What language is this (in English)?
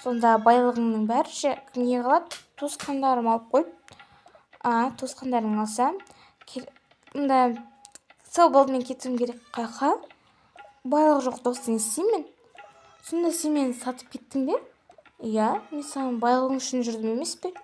Kazakh